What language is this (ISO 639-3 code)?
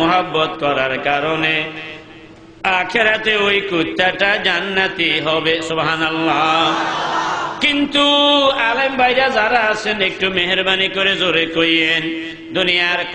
ben